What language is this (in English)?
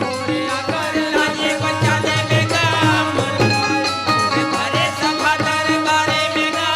Chhattisgarhi